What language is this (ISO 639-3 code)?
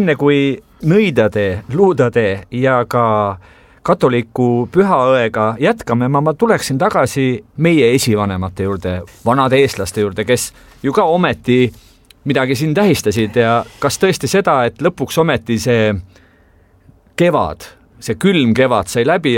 est